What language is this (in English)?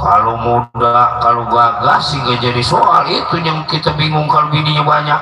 Betawi